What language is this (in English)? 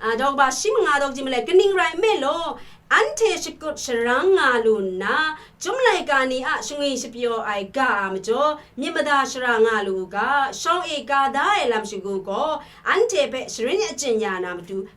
Kachin